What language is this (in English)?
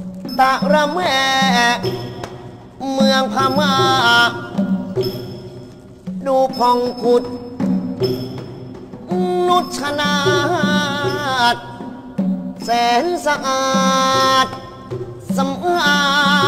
Thai